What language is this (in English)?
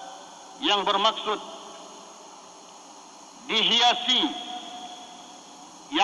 Malay